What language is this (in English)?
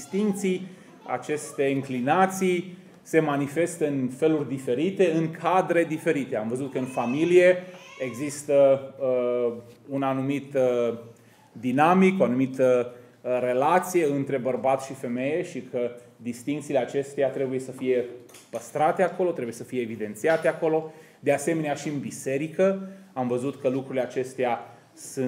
Romanian